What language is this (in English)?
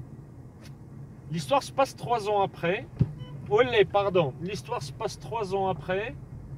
French